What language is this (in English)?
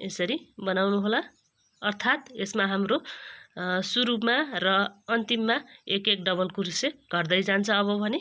Nepali